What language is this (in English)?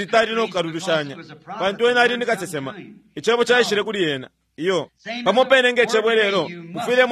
Bemba